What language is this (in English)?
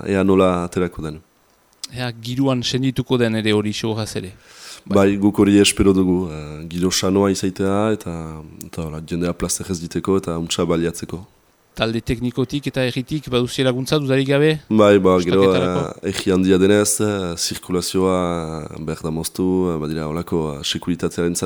Basque